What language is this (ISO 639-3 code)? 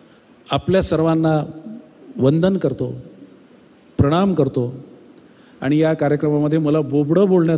mar